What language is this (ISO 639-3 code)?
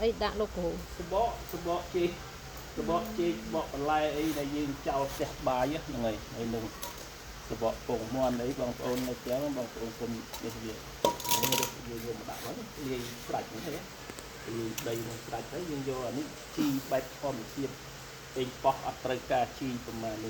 khm